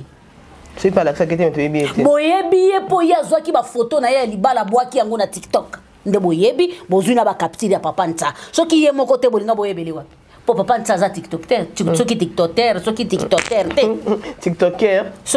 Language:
Lingala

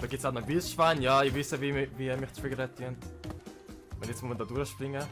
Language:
Swiss German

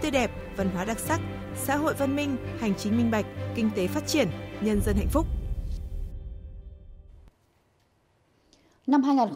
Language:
Vietnamese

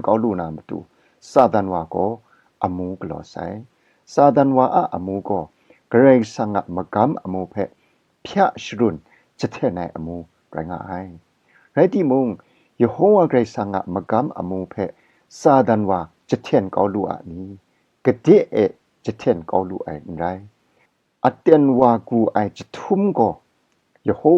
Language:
Kachin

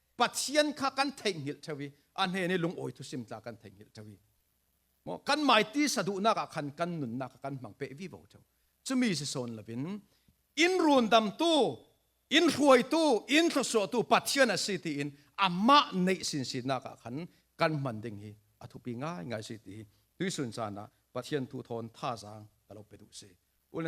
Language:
Falam Chin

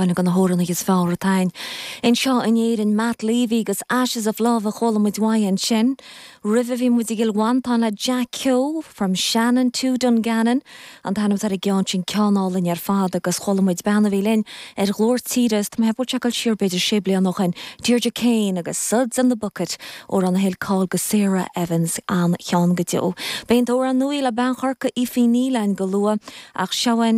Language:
Irish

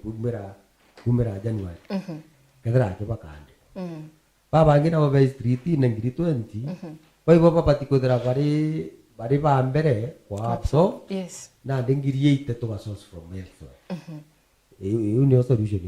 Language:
Meru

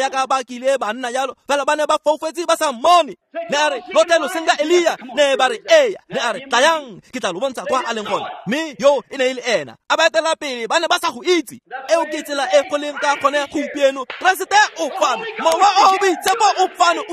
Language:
Tswana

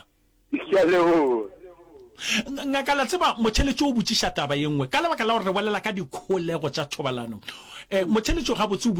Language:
Northern Sotho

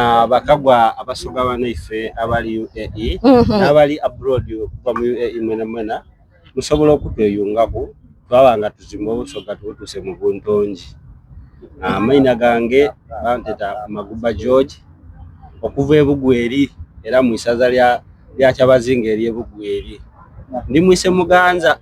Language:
Soga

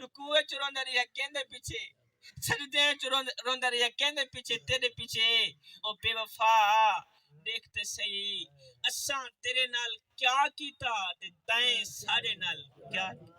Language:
Saraiki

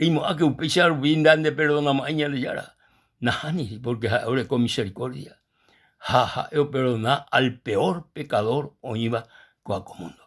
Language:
Guarani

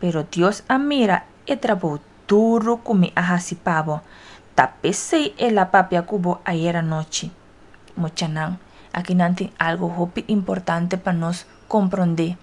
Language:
Papiamento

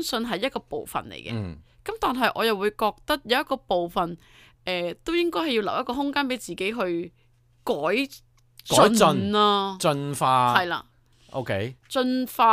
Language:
Cantonese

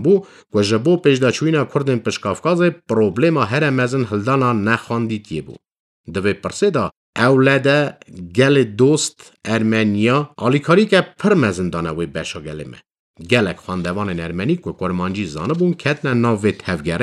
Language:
Kurdish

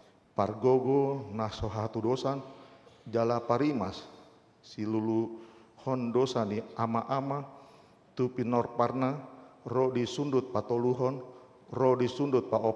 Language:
Batak Toba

